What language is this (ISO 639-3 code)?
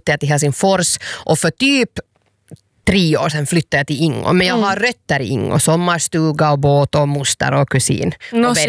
swe